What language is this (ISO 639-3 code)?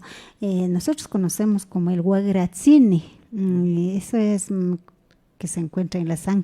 qvi